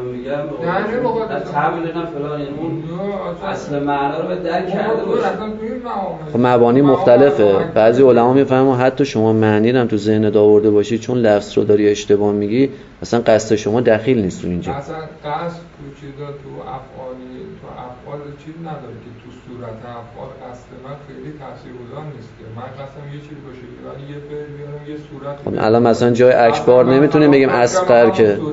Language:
Persian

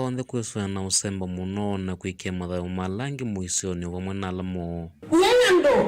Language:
Kamba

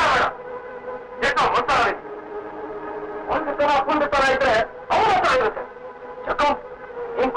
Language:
Kannada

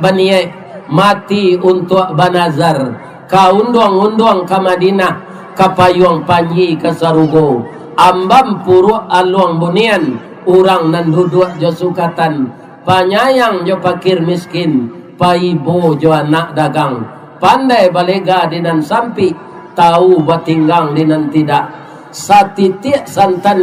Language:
Minangkabau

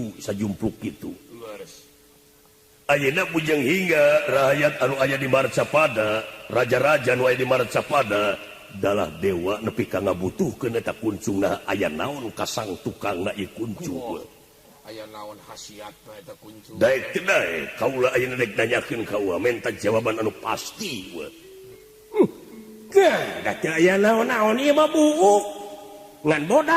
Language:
Sundanese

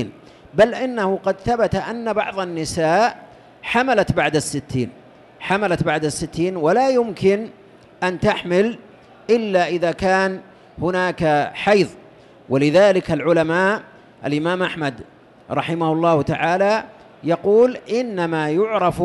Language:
Arabic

